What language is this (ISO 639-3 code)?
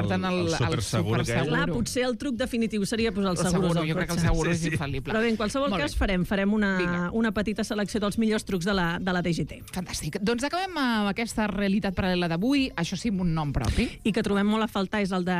cat